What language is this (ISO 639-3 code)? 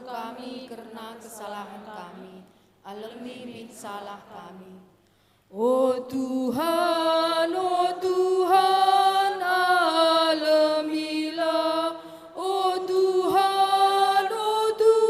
btx